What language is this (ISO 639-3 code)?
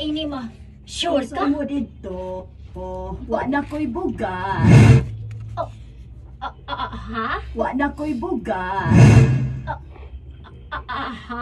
ceb